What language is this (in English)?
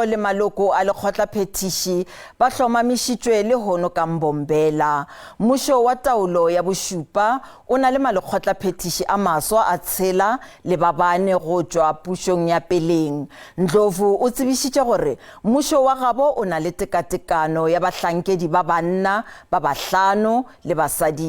Northern Sotho